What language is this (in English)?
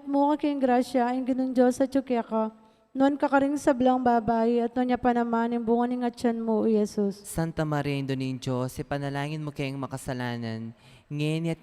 Pampanga